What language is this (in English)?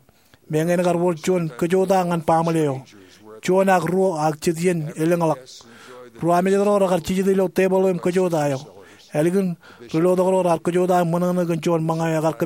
Marshallese